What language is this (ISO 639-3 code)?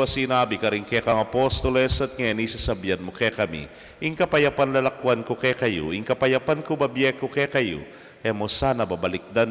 pam